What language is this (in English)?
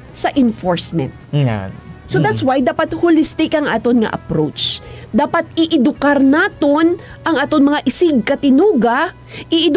Hiligaynon